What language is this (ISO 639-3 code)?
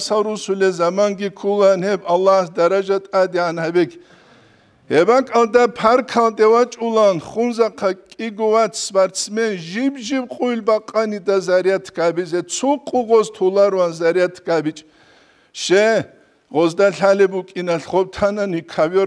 ava